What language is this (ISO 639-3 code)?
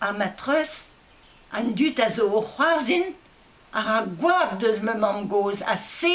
bre